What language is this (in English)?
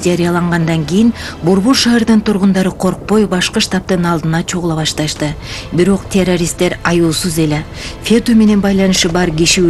Kyrgyz